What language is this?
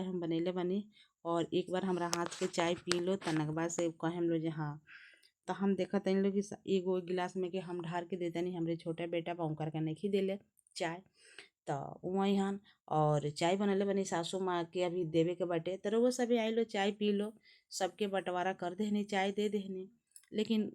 Bhojpuri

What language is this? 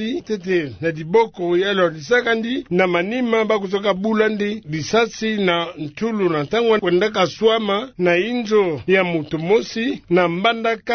Kituba (Democratic Republic of Congo)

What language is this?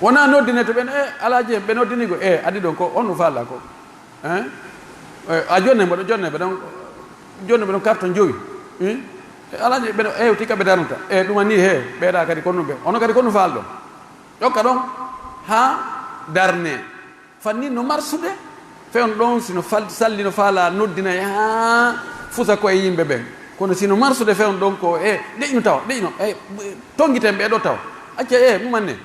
Pular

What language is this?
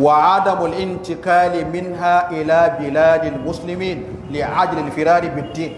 Hausa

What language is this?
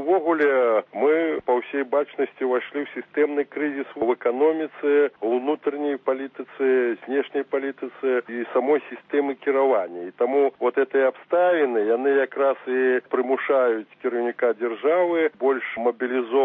Belarusian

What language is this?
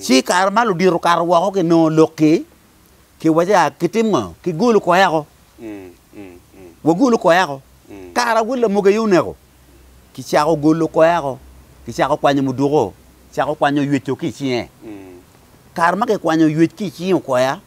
Acoli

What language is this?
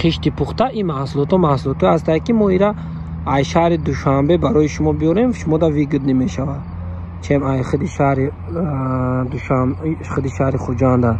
Tajik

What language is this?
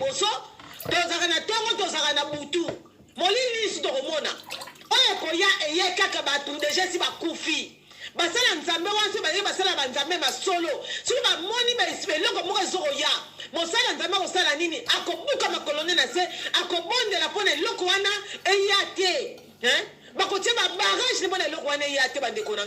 Lingala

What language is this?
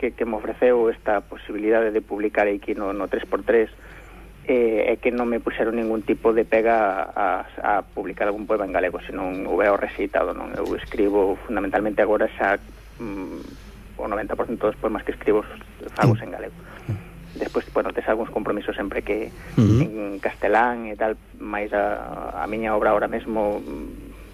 Galician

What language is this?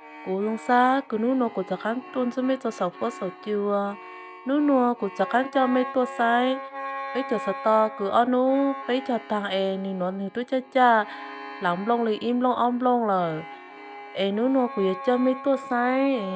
Hmong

